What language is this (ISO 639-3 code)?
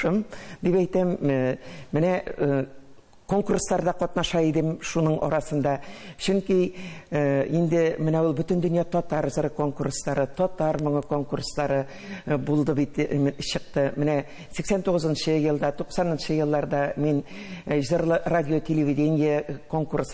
tat